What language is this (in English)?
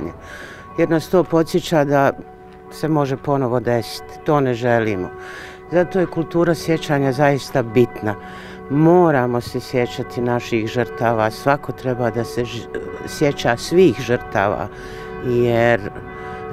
Bosnian